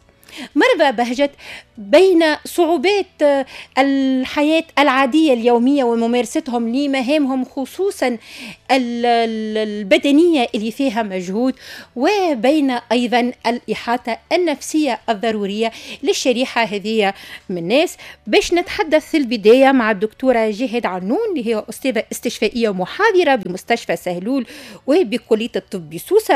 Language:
Tunisian Arabic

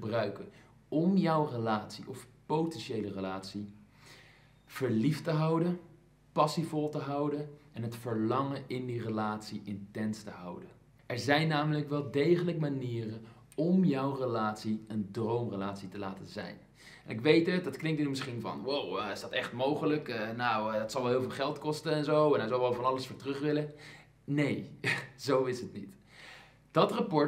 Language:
Dutch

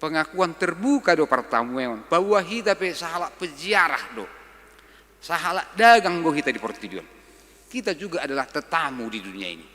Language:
Batak Toba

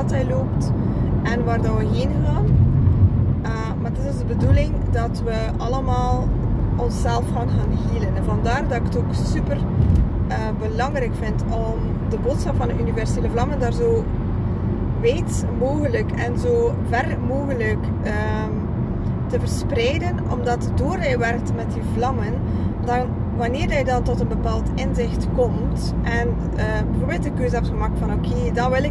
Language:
Dutch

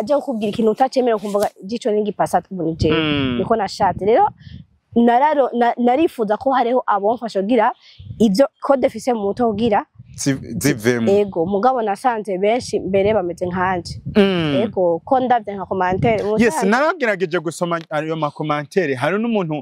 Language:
Rundi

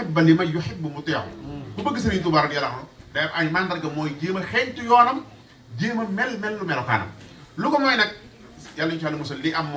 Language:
Wolof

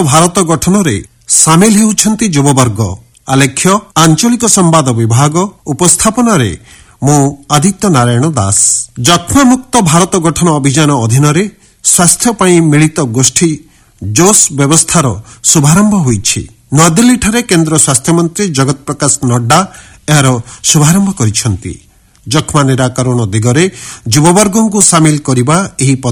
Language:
Odia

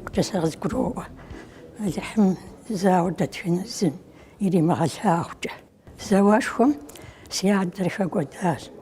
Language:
Kabardian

